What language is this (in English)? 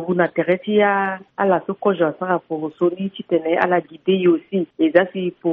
Sango